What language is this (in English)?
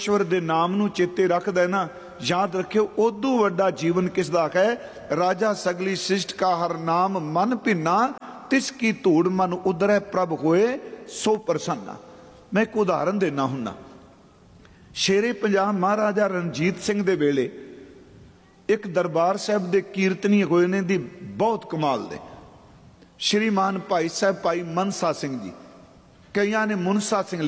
Punjabi